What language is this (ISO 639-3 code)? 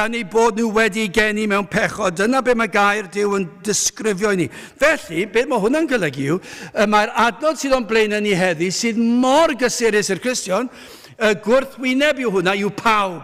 cym